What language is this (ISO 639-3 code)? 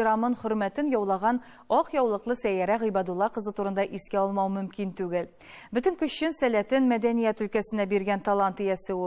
tat